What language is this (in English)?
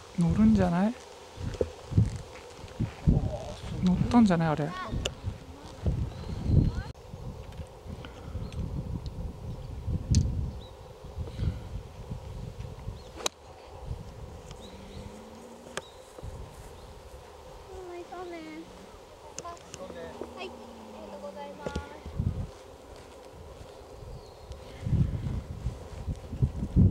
Japanese